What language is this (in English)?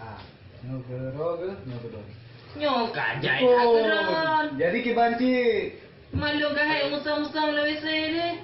Achinese